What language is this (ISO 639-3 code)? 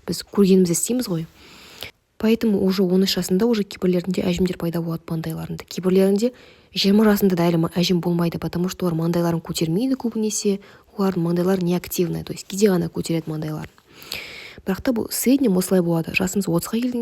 kaz